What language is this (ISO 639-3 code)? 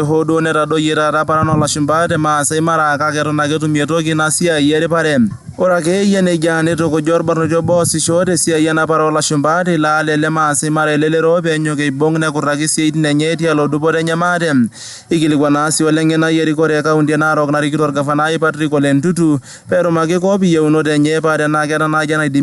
mas